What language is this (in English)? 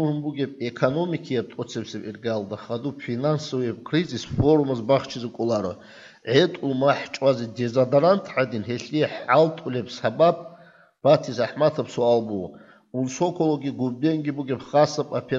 Avaric